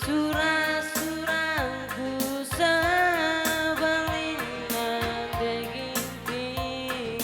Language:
Batak Karo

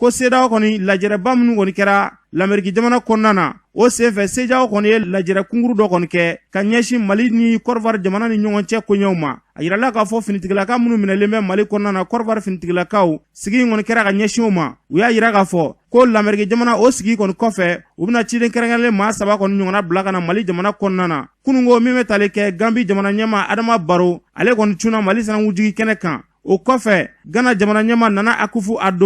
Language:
Bambara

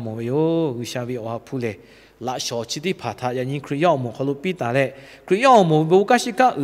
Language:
Lahu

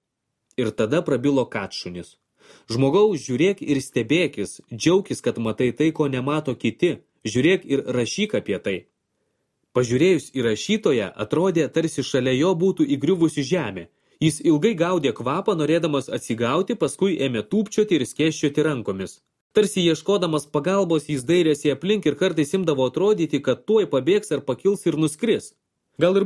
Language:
Lithuanian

